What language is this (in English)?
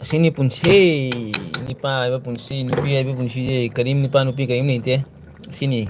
Manipuri